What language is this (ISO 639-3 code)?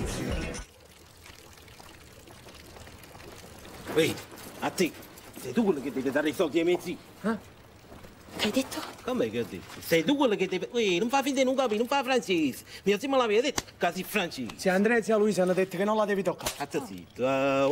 ita